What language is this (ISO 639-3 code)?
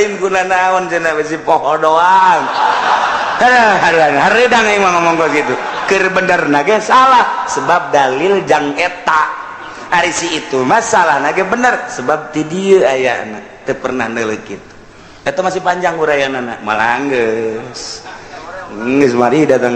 sun